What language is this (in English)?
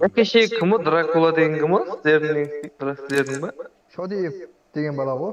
Kara-Kalpak